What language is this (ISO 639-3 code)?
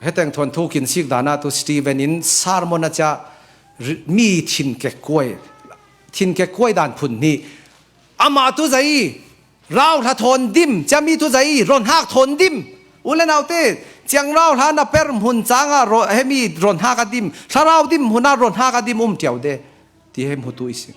cfm